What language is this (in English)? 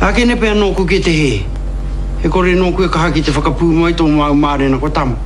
Māori